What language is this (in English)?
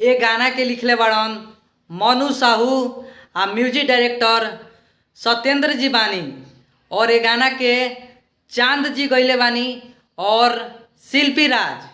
Bhojpuri